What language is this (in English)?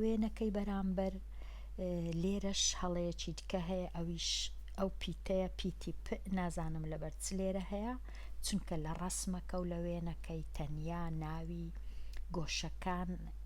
Central Kurdish